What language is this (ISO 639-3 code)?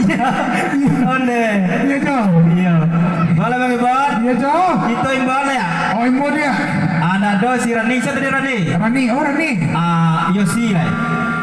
min